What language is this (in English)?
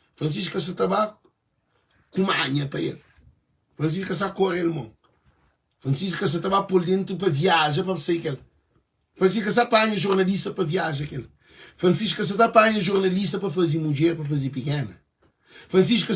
Kabuverdianu